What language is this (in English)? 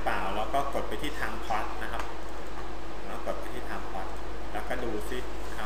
Thai